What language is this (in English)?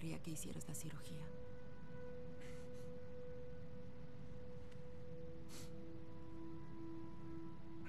Spanish